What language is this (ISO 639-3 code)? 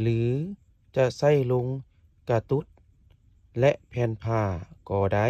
lao